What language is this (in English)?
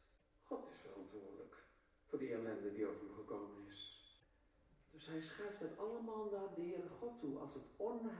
Dutch